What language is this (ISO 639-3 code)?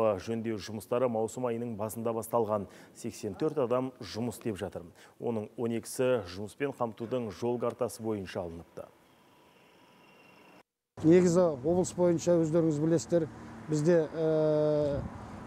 kaz